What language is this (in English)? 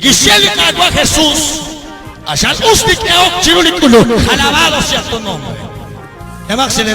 Kekchí